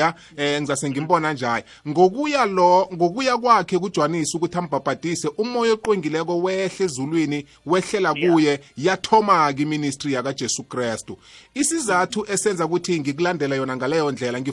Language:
South Ndebele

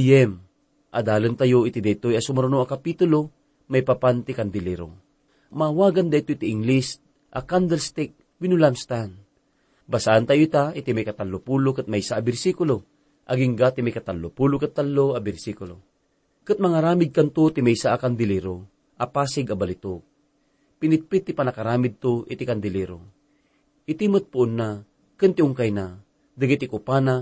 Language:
Iloko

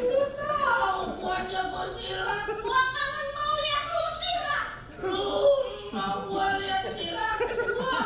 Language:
Betawi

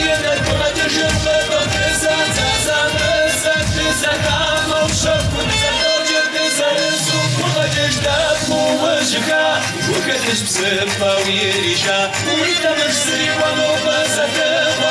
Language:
Kabardian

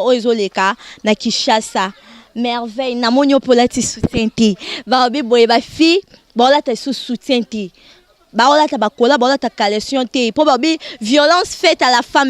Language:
Lingala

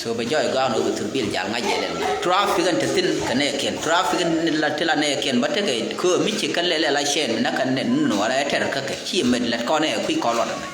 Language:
Nuer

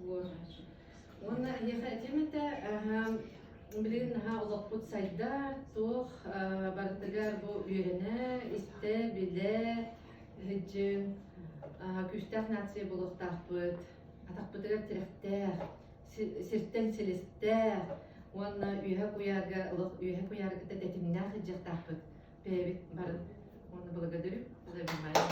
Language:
Yakut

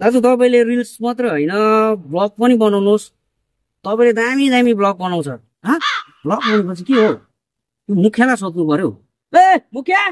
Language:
Nepali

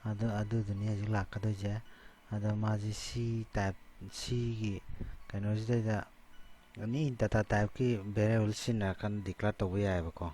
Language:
Manipuri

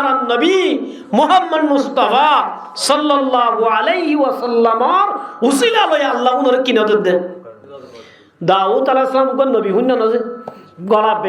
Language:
Rohingya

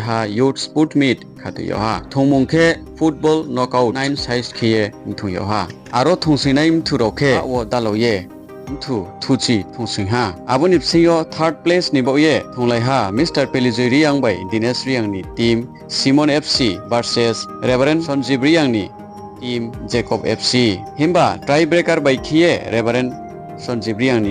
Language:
Riang (India)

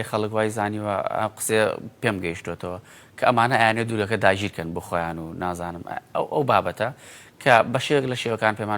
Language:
Central Kurdish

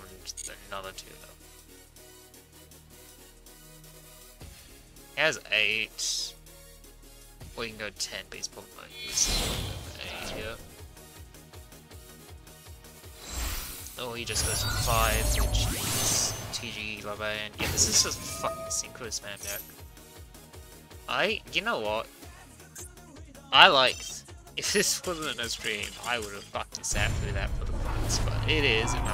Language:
English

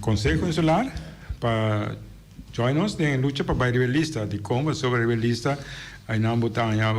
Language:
Papiamento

